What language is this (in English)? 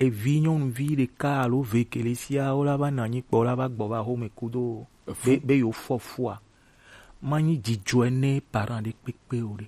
Gen